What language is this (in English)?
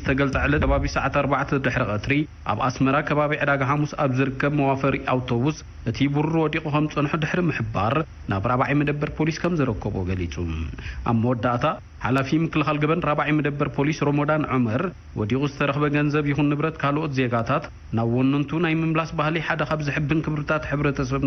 Tigrinya